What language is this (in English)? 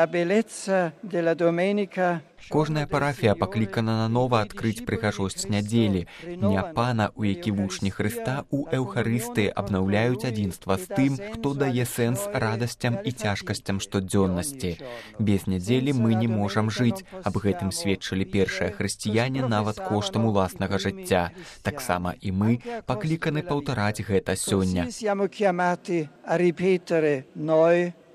Belarusian